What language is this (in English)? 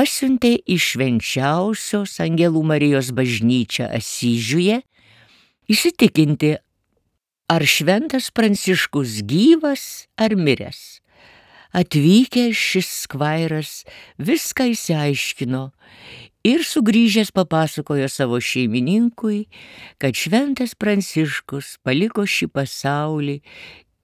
Lithuanian